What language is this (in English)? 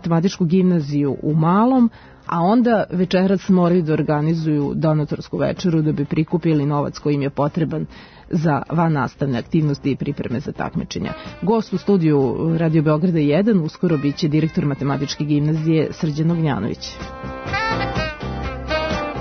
Serbian